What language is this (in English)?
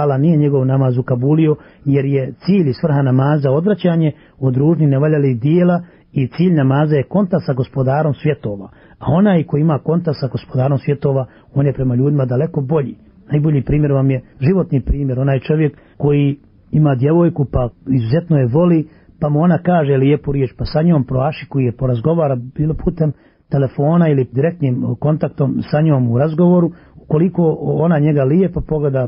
Bosnian